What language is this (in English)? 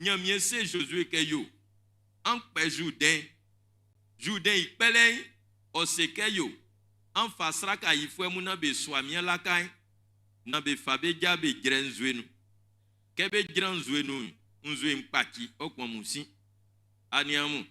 Baoulé